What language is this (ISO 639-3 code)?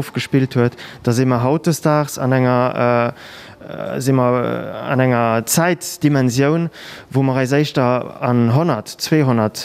ltz